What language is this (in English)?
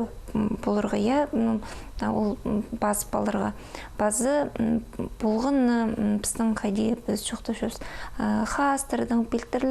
Khakas